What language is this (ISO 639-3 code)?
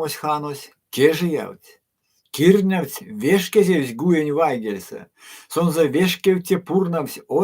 myv